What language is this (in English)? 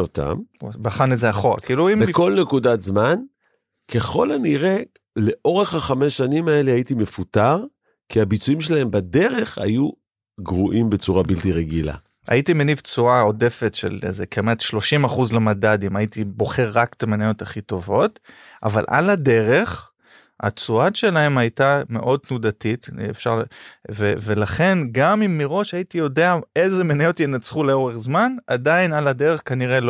Hebrew